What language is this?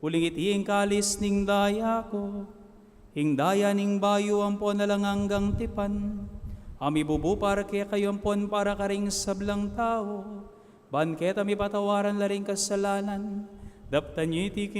Pampanga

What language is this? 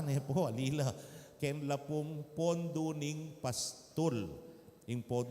Pampanga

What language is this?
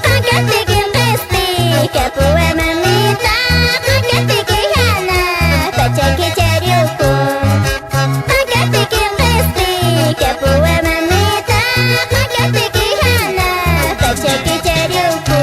Quechua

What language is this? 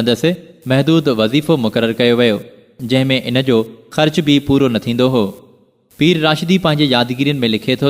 Sindhi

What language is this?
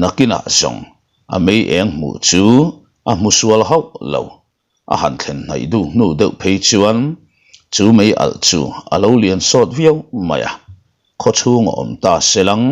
Mizo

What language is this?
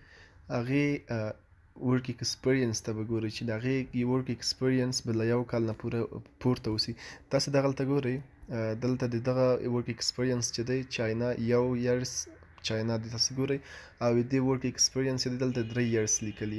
Pashto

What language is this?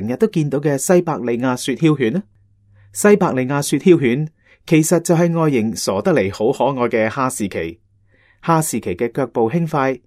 Cantonese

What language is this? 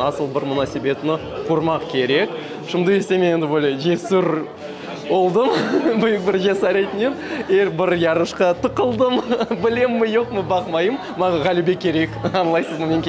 Crimean Tatar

